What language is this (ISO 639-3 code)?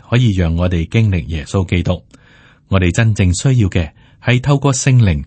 yue